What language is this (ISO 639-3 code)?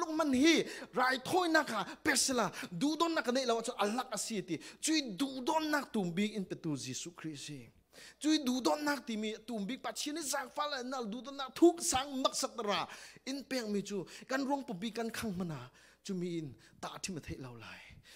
cfm